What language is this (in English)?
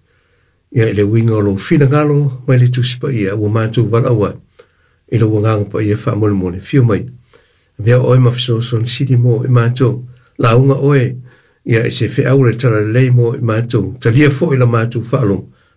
Samoan